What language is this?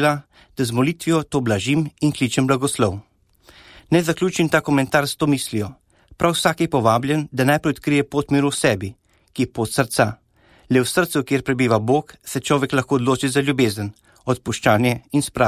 Slovenian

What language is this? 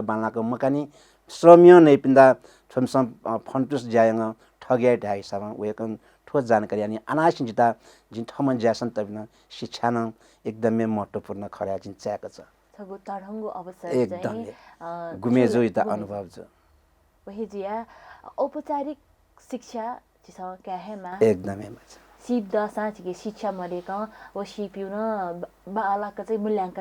Newari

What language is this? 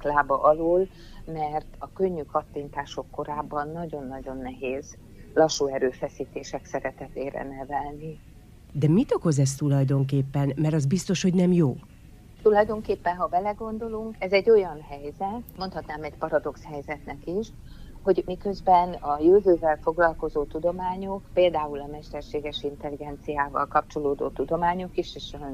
Hungarian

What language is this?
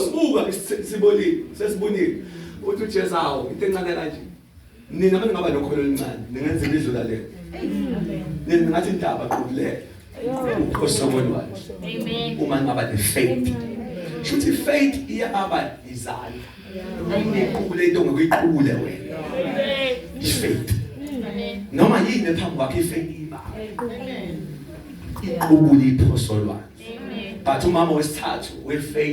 Zulu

